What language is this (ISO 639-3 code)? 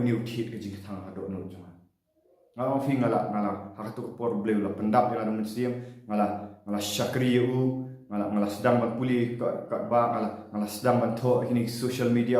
kha